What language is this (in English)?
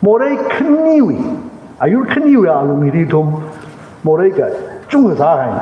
Tangkhul Naga (India)